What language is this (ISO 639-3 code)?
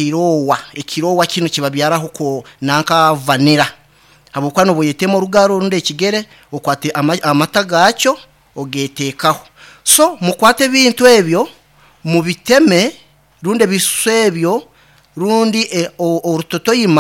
nyn